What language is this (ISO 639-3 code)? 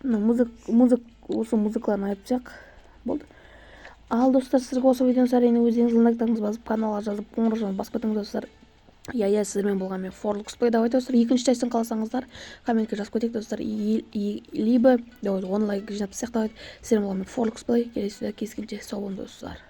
kaz